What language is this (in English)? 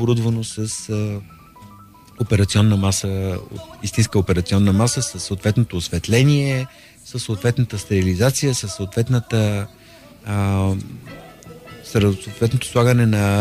Bulgarian